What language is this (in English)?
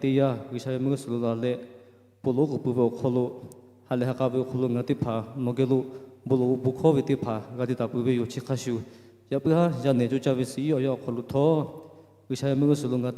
Lahu